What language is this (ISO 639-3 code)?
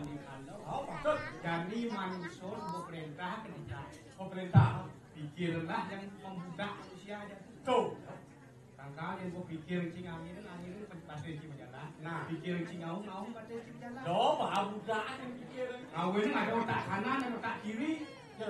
ban